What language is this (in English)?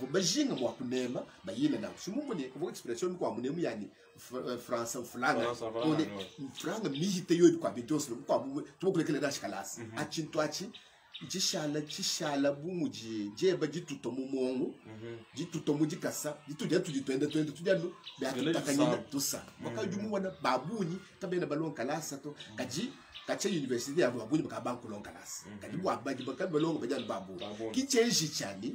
Luba-Lulua